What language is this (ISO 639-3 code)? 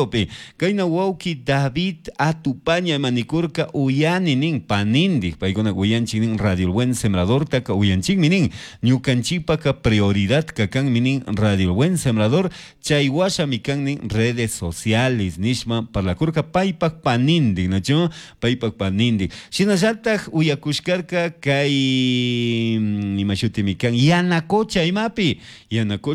qug